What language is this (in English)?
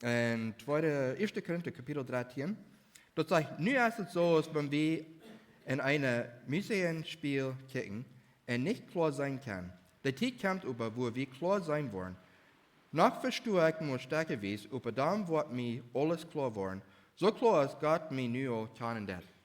Plautdietsch